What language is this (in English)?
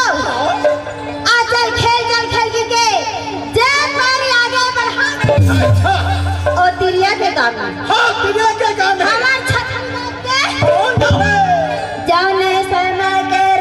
Chhattisgarhi